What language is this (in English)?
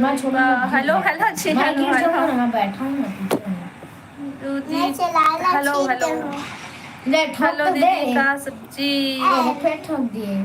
Chhattisgarhi